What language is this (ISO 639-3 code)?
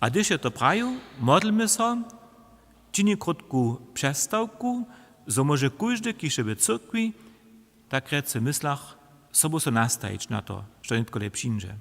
hsb